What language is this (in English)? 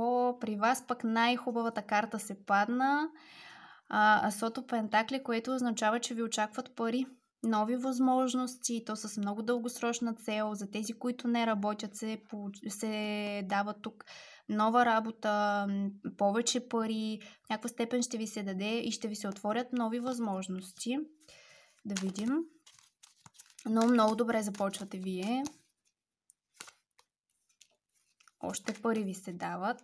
Bulgarian